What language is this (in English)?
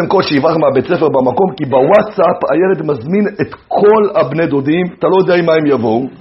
Hebrew